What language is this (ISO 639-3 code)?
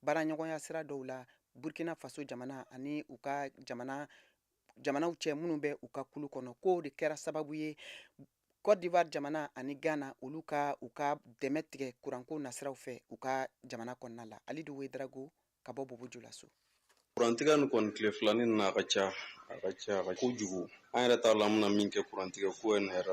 bam